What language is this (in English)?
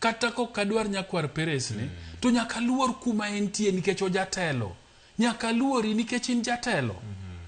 Luo (Kenya and Tanzania)